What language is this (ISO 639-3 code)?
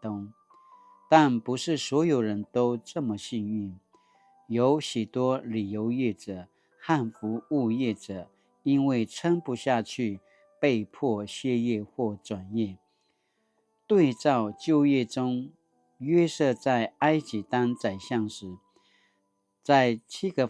pwn